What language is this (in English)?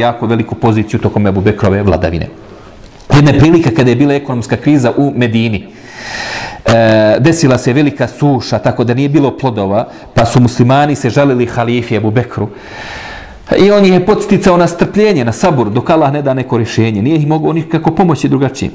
Bosnian